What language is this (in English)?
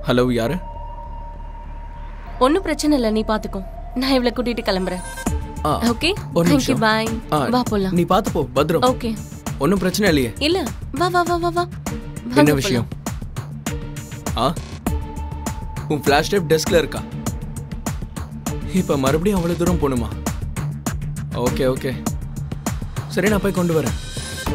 Tamil